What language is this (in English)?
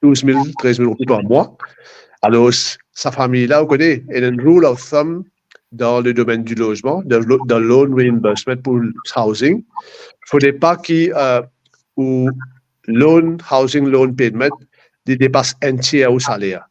Morisyen